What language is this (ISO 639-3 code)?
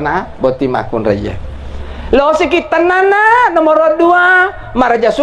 bug